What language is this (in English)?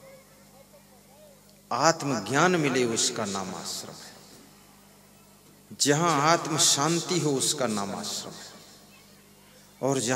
Hindi